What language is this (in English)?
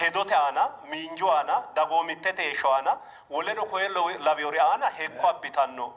Sidamo